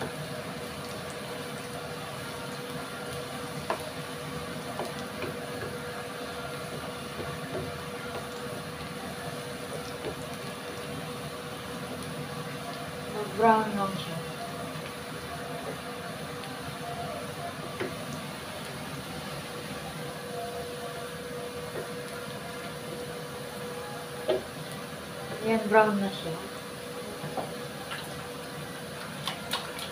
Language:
Filipino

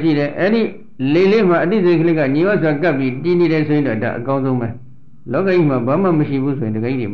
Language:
Burmese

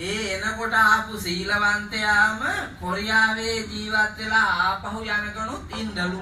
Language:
Sinhala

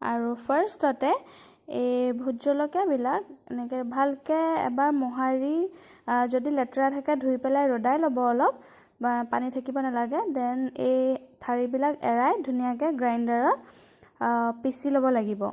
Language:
Assamese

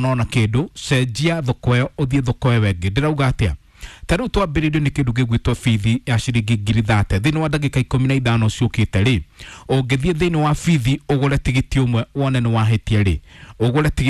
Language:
Kikuyu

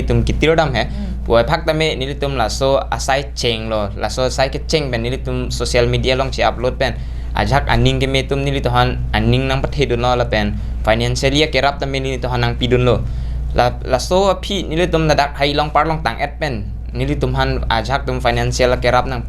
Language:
Karbi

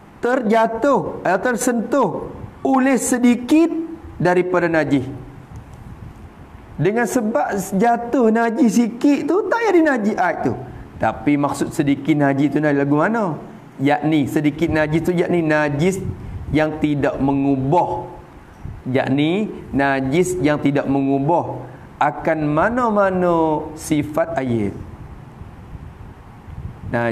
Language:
Malay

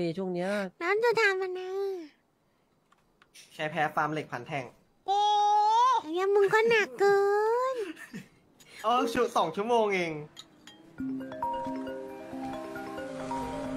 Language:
Thai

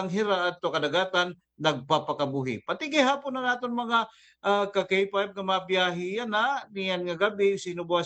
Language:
Waray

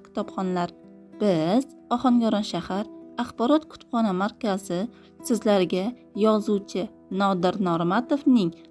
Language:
Uzbek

